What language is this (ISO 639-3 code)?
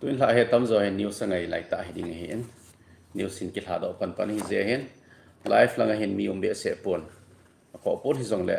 tcz